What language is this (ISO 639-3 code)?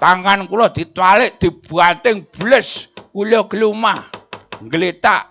jav